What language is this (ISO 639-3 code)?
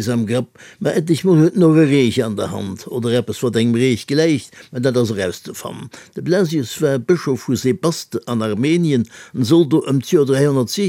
ltz